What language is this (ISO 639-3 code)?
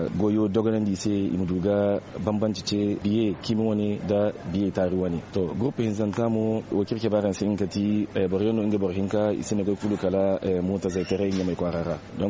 dje